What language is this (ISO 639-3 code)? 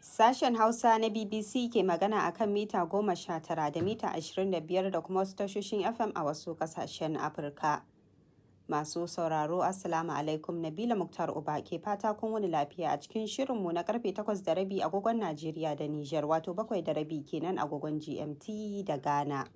hau